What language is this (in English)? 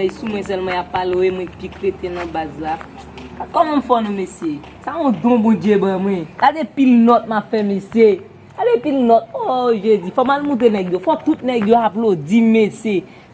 Haitian Creole